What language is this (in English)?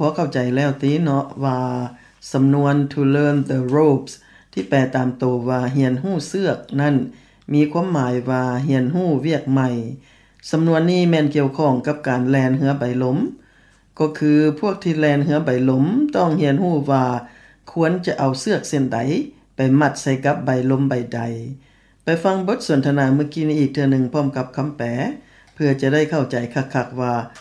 Lao